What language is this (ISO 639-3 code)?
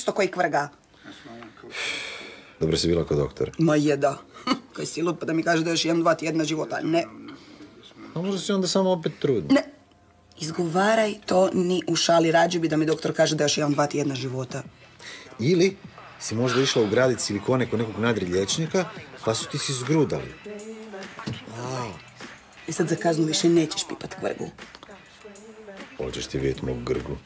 hrv